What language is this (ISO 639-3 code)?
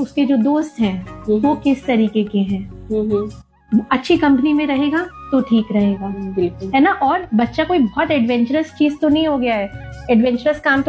hin